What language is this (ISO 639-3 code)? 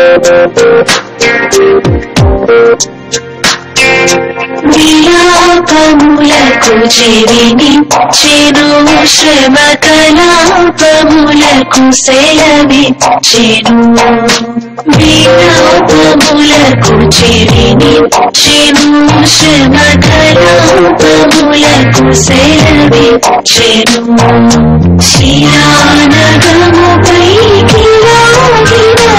tel